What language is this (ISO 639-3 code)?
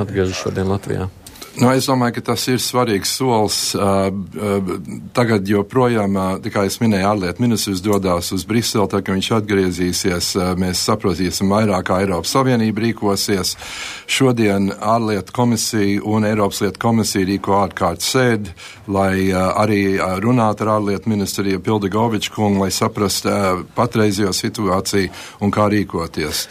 lav